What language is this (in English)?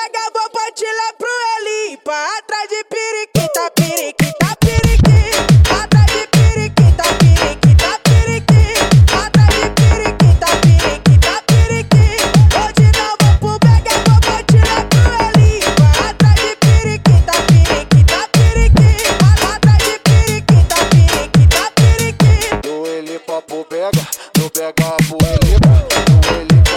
Portuguese